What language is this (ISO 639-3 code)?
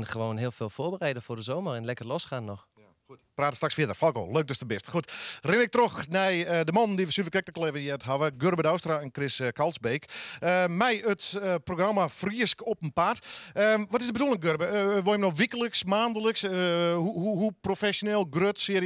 fry